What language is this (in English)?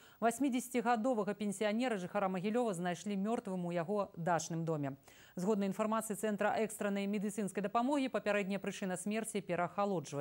Belarusian